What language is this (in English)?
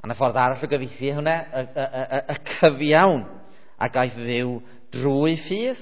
Welsh